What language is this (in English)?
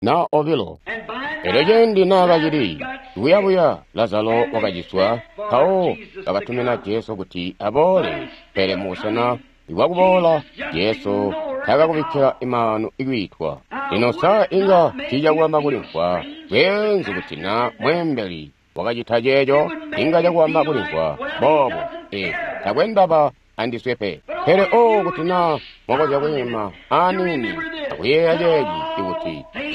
Tonga (Zambia)